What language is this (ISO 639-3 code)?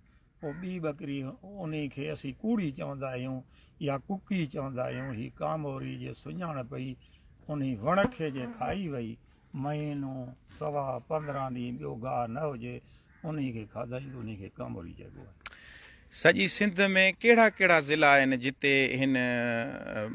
snd